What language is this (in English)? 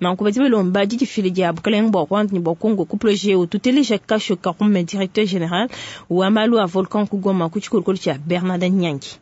Luba-Lulua